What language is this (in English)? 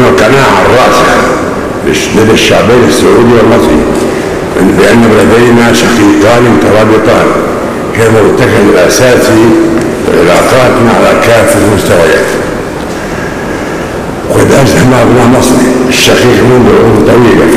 Arabic